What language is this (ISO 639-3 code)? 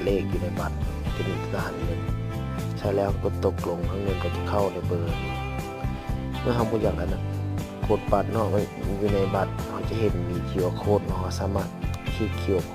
lao